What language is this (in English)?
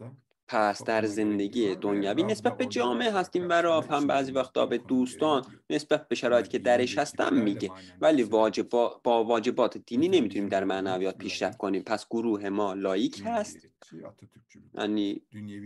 Persian